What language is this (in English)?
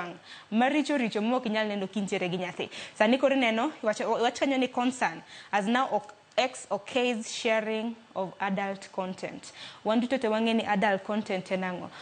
Luo (Kenya and Tanzania)